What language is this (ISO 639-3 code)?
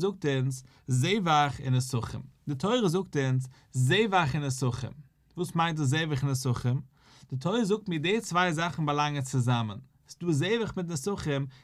yid